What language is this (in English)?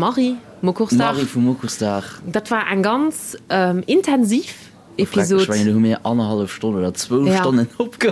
Luxembourgish